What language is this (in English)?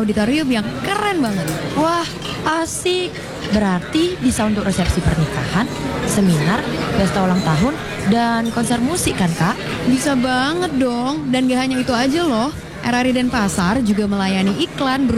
Indonesian